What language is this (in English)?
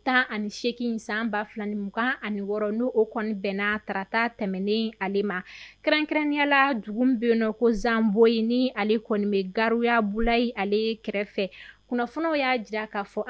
Bambara